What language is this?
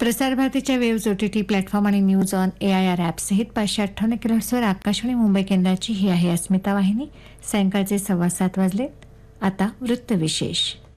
Marathi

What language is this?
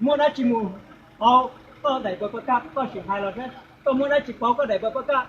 Hmong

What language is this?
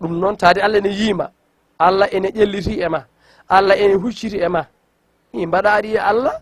Fula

